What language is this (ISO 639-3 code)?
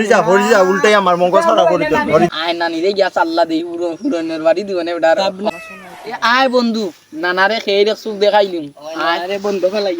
syl